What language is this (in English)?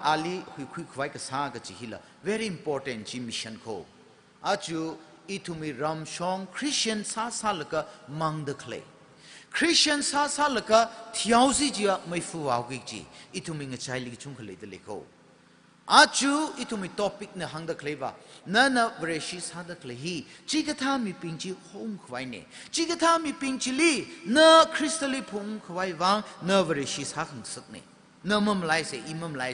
Tangkhul Naga (India)